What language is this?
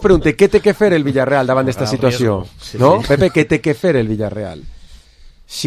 Catalan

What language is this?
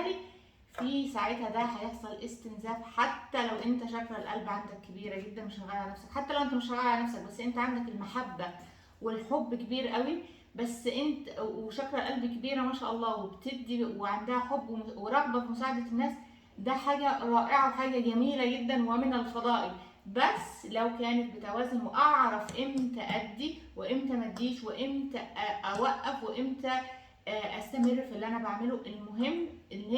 Egyptian Arabic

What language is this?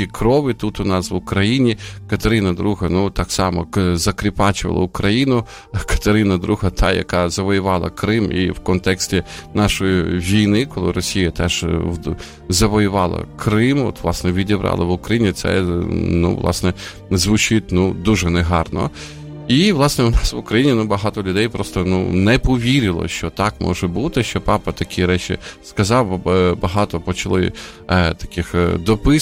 Ukrainian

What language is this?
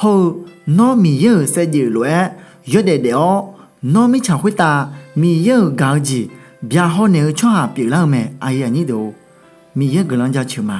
Akha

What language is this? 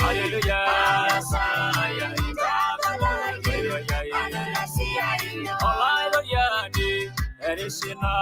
Masai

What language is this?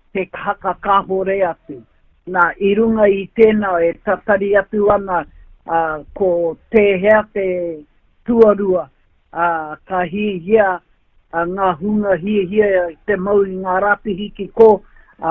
Māori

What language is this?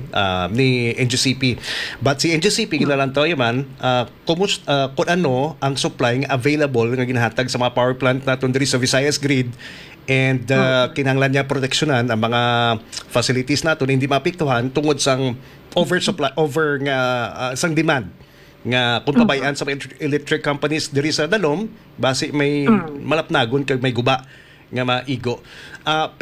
Hiligaynon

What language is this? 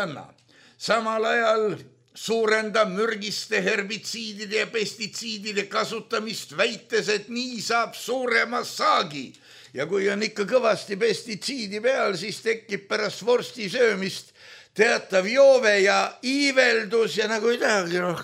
Estonian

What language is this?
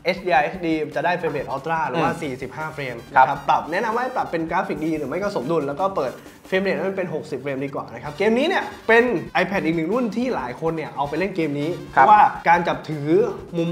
Thai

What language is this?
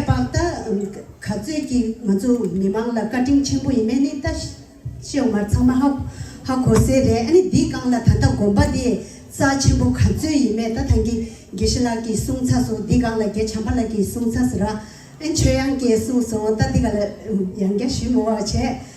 Tibetan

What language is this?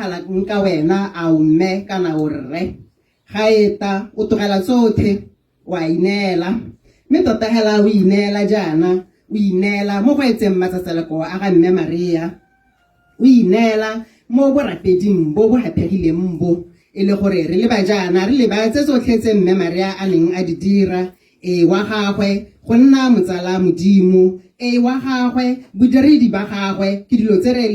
Tswana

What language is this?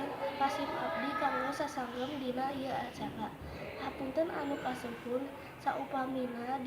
Sundanese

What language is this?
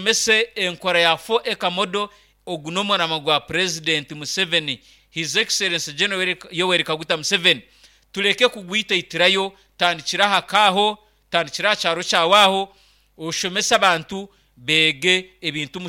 Nyankole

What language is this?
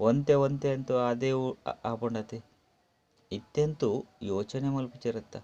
Tulu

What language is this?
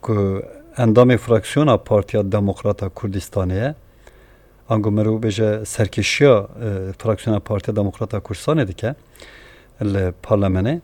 Kurdish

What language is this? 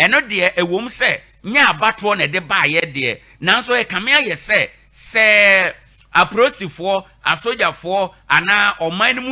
Akan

